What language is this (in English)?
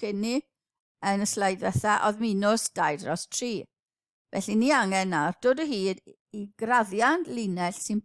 Welsh